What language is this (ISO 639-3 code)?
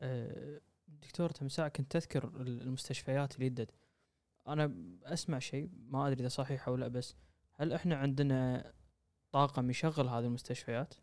afb